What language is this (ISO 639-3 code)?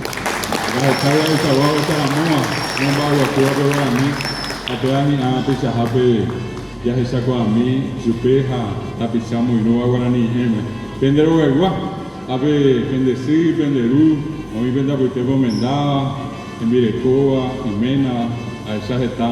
grn